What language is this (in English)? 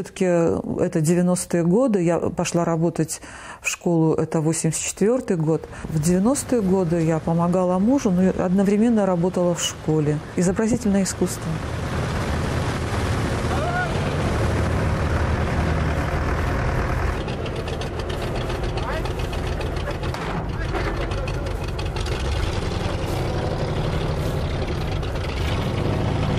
Russian